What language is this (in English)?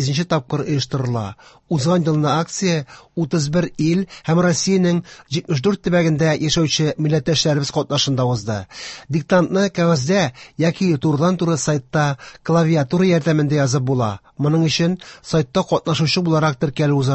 Tatar